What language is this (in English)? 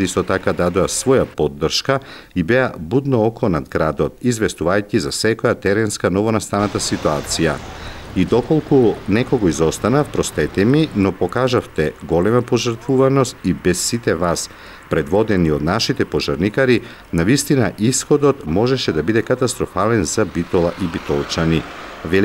Macedonian